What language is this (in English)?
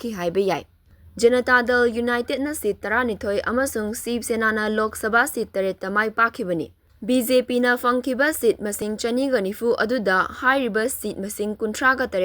Manipuri